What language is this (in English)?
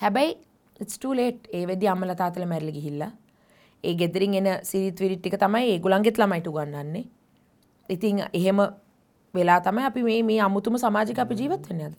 Sinhala